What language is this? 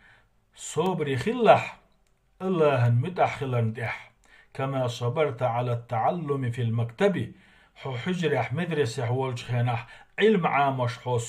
Chechen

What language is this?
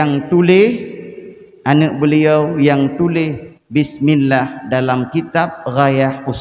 Achinese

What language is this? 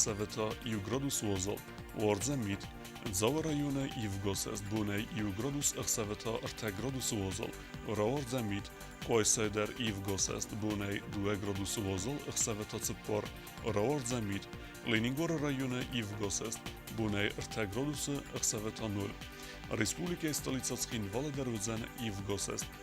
Ossetic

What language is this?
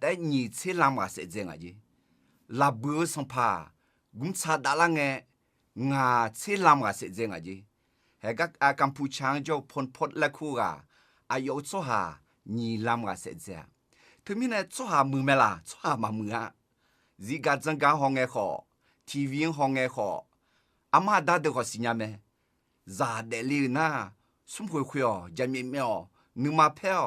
Akha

